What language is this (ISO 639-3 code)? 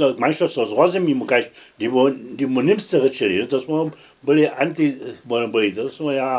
hsb